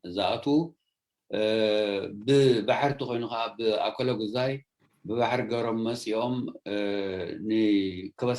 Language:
Tigrinya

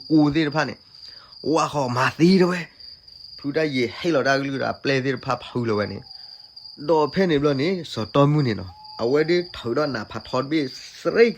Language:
S'gaw Karen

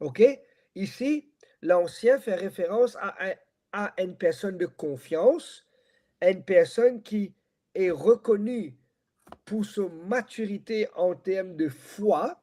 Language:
Morisyen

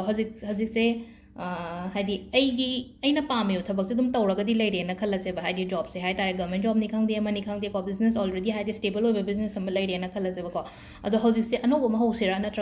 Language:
Manipuri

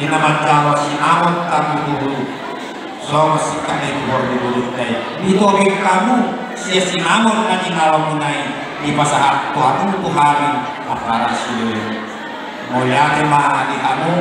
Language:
Batak Toba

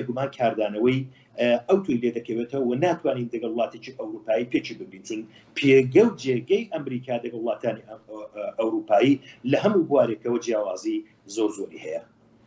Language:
Central Kurdish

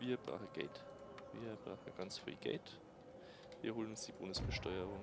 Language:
Bavarian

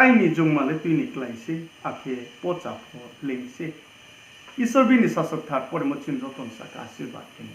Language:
Riang (India)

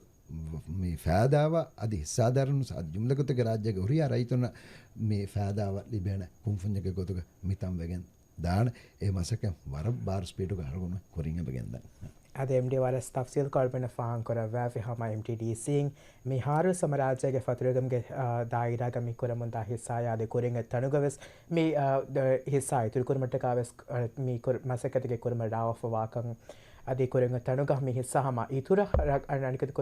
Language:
Divehi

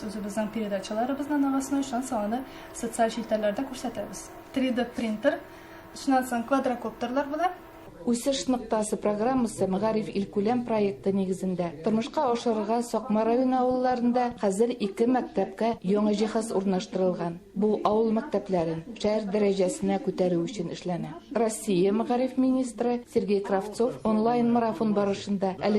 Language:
Tatar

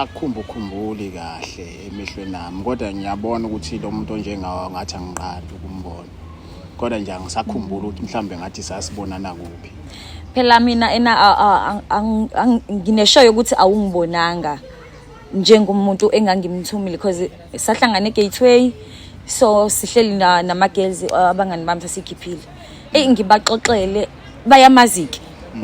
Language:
Zulu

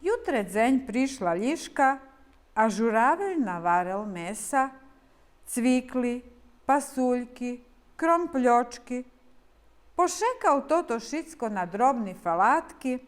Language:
Rusyn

